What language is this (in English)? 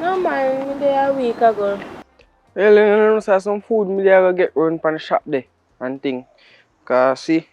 Jamaican Creole English